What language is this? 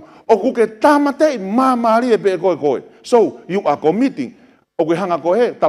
Tongan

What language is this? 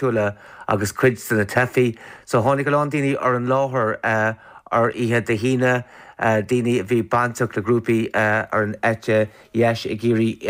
Irish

